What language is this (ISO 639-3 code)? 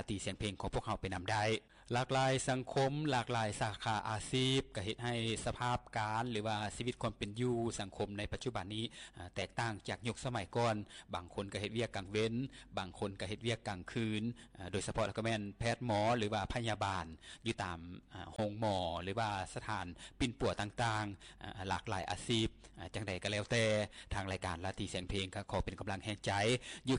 lao